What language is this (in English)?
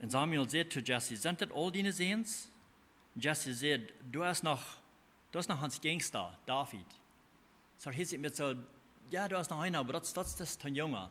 Plautdietsch